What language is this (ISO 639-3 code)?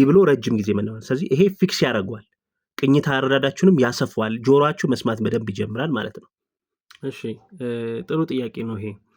amh